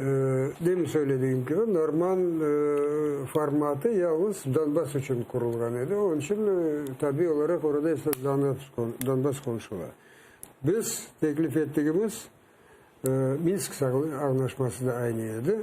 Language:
Crimean Tatar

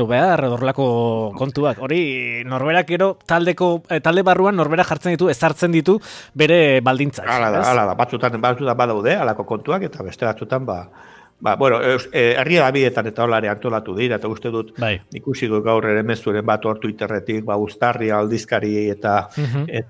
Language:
Basque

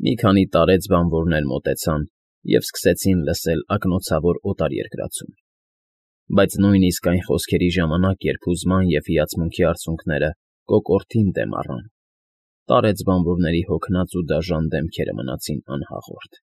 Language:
Armenian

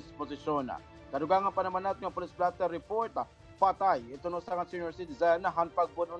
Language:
Waray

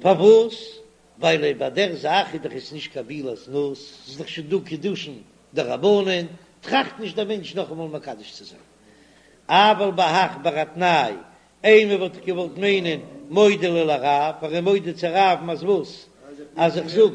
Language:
Yiddish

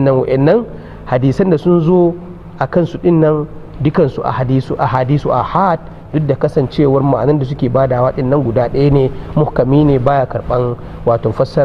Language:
Hausa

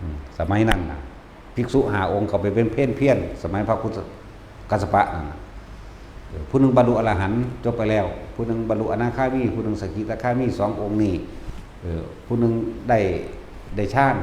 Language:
Northeastern Thai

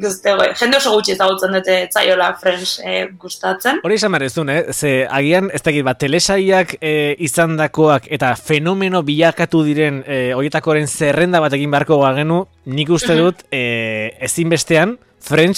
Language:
Basque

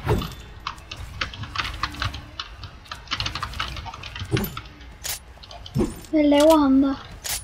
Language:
Danish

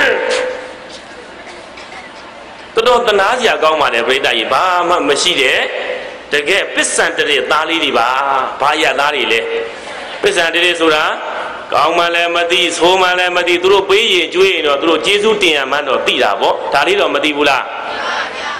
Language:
Burmese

